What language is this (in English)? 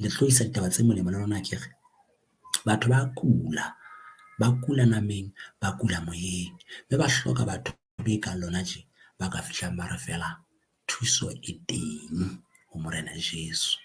Southern Sotho